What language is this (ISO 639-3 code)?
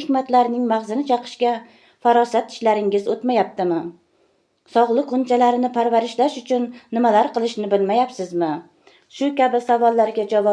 uzb